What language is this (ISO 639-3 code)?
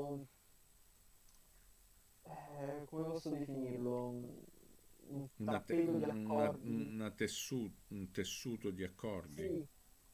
ita